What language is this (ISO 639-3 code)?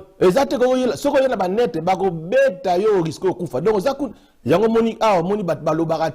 lin